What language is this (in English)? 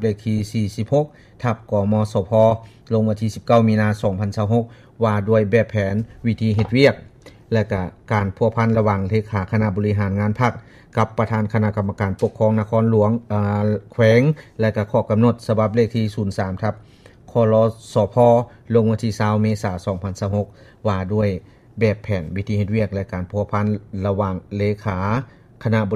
Lao